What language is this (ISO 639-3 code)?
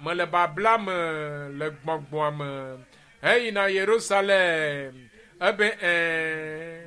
ewe